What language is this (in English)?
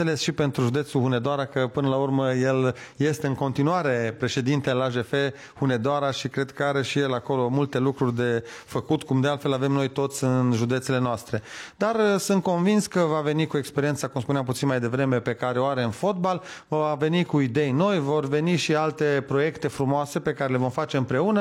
Romanian